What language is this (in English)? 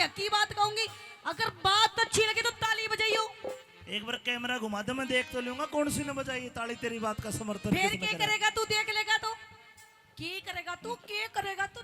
Haryanvi